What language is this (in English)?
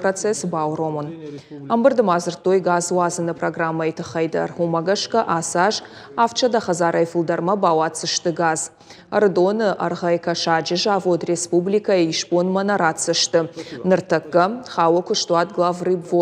Ossetic